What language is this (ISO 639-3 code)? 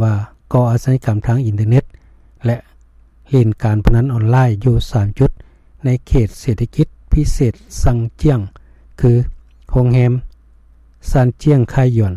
lao